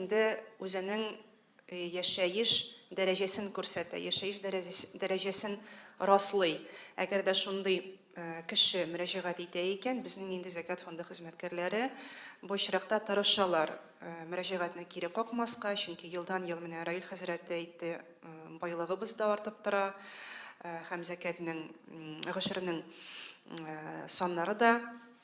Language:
Tatar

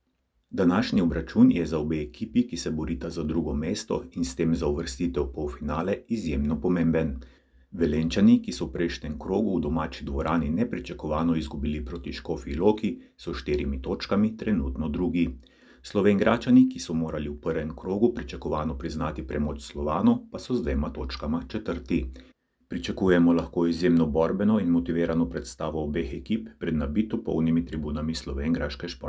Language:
Slovenian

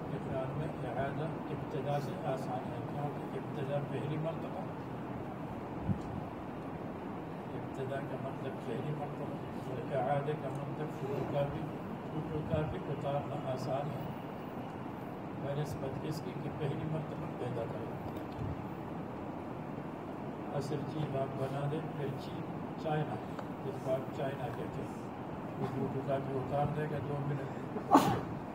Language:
Urdu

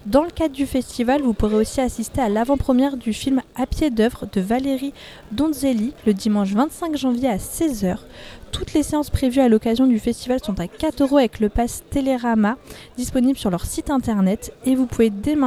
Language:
French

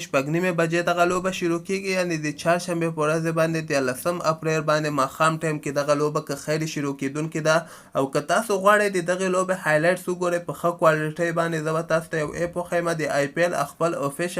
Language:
Pashto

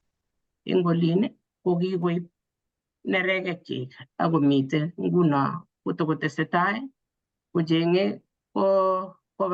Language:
Kalenjin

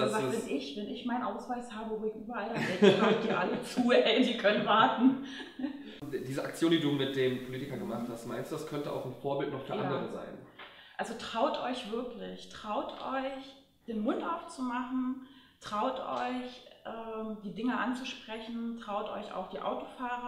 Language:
German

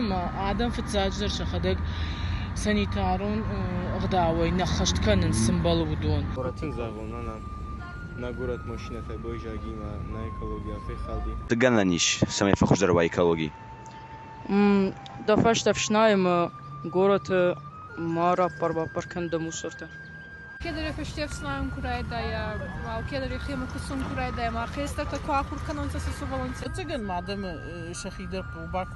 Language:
Ossetic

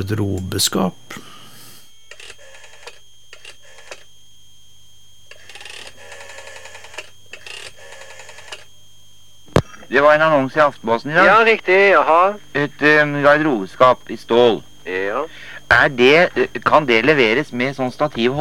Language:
Norwegian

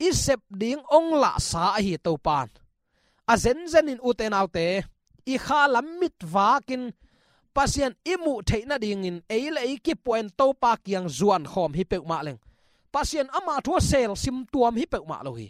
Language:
Tedim Chin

